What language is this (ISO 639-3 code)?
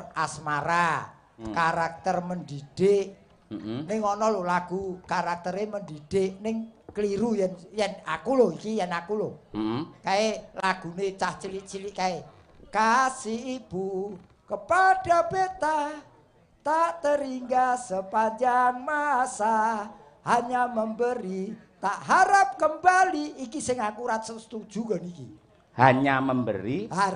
jav